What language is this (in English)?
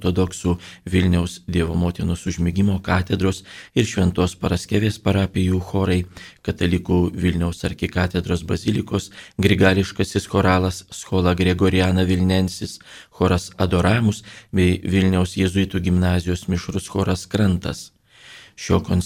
Lithuanian